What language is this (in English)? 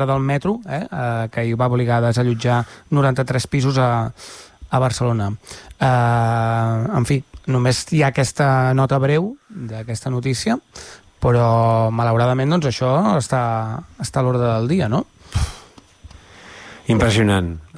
Catalan